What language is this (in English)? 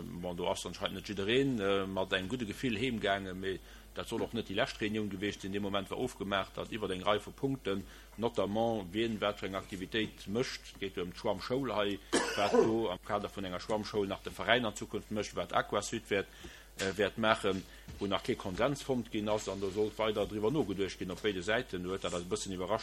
Luxembourgish